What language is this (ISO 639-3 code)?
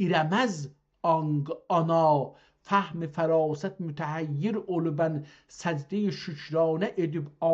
azb